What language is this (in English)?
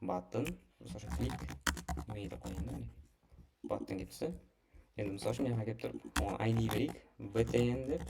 Kara-Kalpak